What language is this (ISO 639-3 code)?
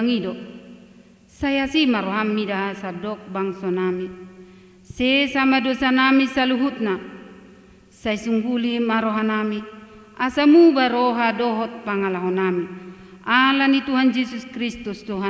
bbc